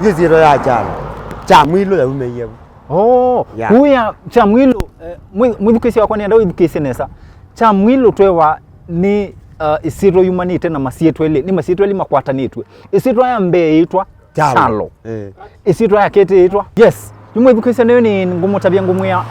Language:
Kamba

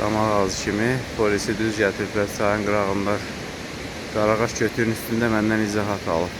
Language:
Azerbaijani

